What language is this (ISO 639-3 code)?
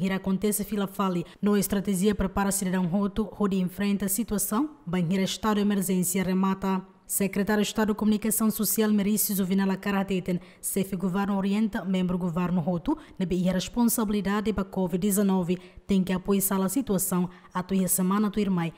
tet